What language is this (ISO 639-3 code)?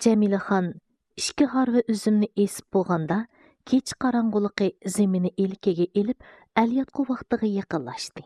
uig